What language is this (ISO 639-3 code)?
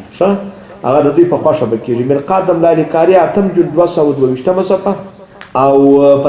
pus